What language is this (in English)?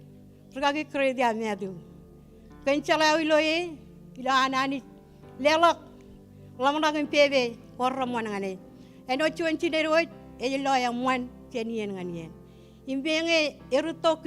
Marshallese